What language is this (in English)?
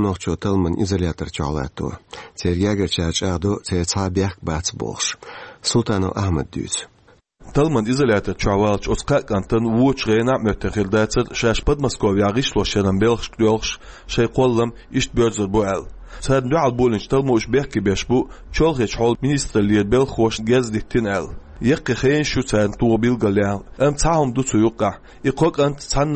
Chechen